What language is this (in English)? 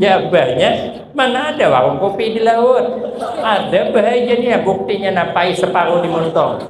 Banjar